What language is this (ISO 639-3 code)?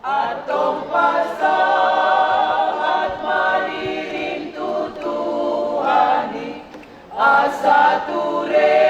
bbc